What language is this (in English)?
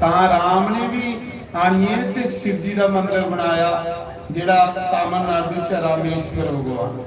Dogri